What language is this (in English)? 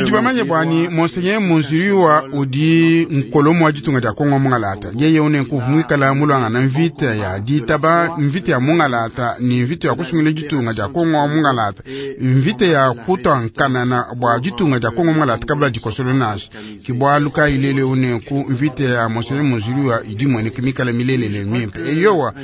Luba-Lulua